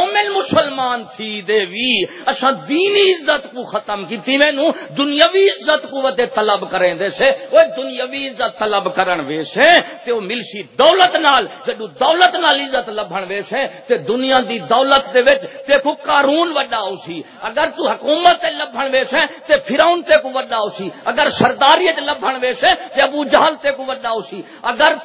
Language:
Saraiki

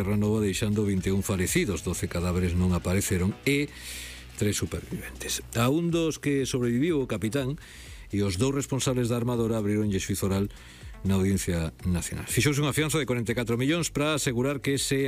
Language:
Galician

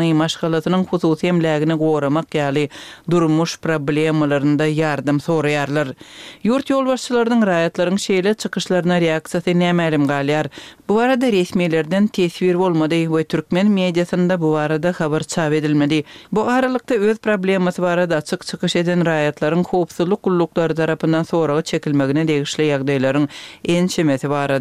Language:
Turkmen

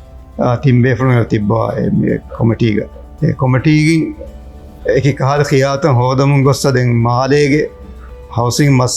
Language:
Divehi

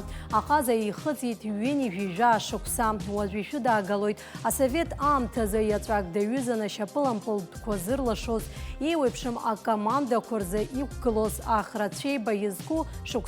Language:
Abkhazian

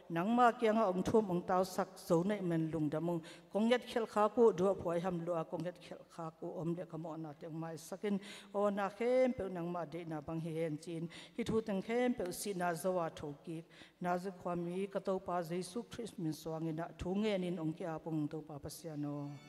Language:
Tedim Chin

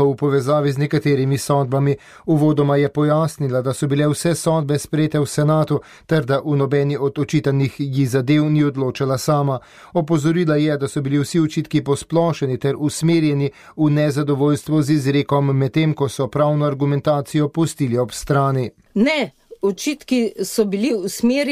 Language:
Slovenian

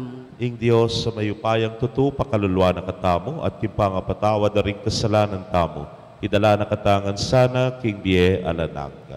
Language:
Pampanga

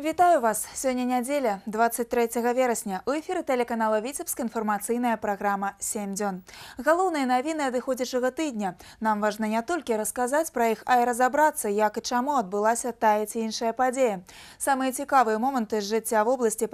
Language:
Belarusian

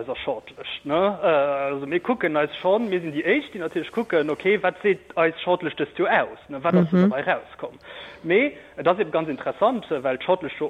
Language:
Luxembourgish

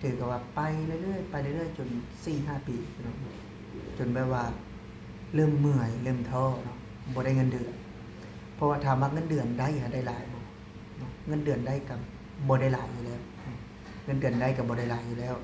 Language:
Lao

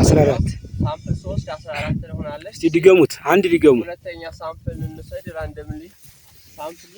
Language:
Amharic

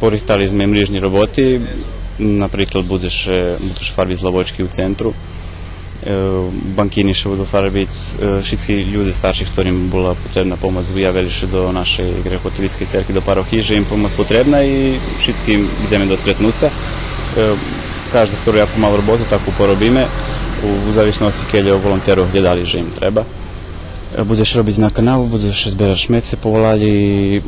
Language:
Rusyn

